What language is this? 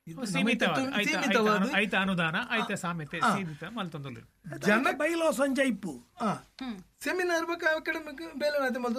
Tulu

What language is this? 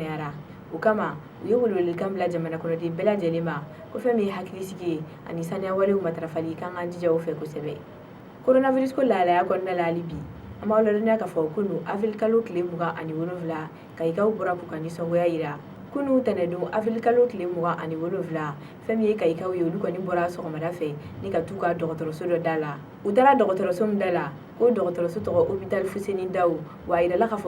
Bambara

